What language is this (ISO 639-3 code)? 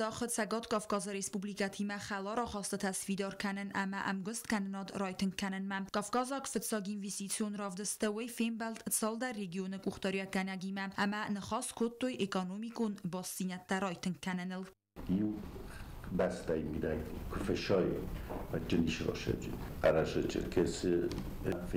oss